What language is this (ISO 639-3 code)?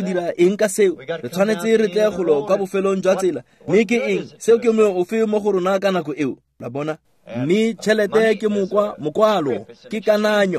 tsn